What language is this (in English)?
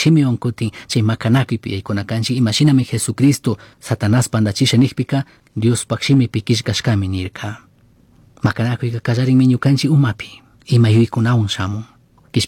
Chimborazo Highland Quichua